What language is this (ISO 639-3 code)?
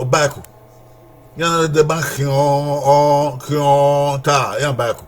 bin